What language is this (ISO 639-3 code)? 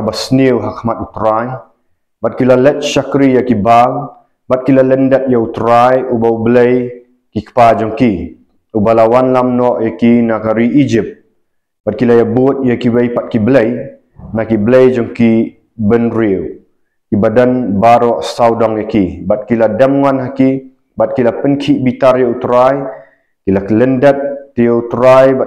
kha